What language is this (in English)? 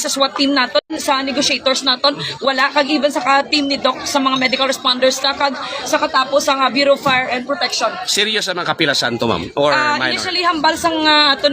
Hiligaynon